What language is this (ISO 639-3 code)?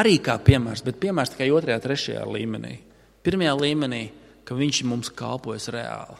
lav